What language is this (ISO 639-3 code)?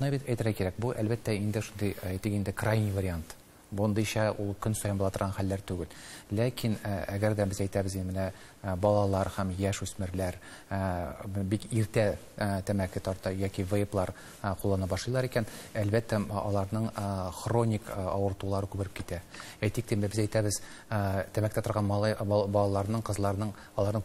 tat